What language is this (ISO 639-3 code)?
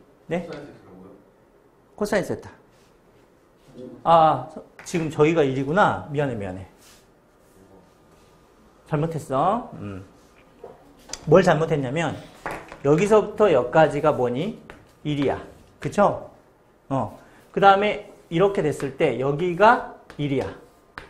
kor